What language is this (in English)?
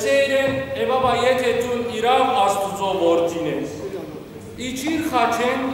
Western Armenian